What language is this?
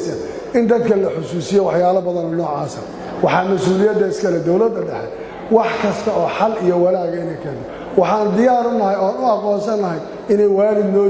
Somali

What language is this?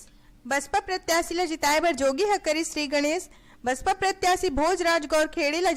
Chhattisgarhi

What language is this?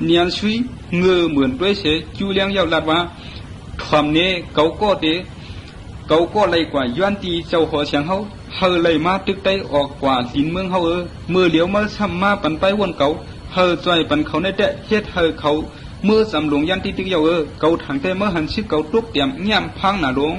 Shan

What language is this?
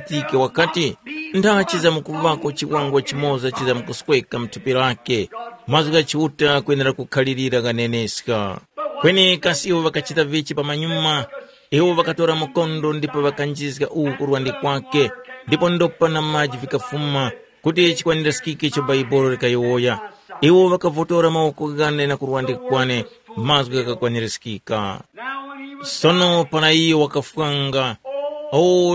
Tumbuka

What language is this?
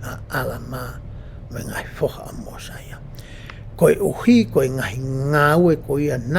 Tongan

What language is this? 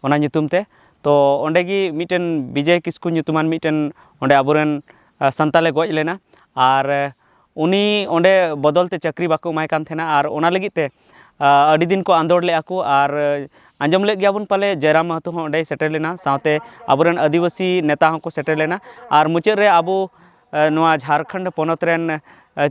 Santali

